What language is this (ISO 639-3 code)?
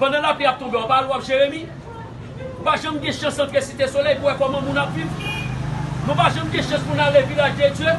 hat